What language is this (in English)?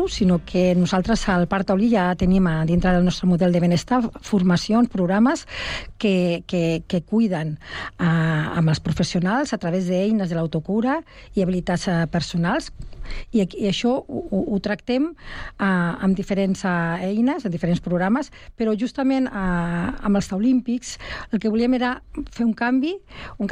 Catalan